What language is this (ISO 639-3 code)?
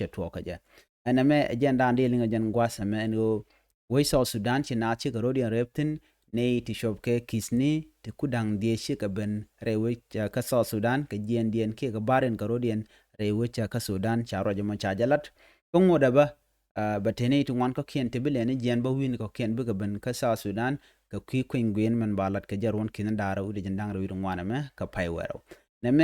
nus